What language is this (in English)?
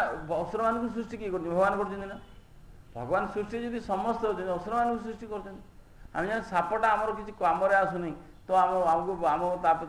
Odia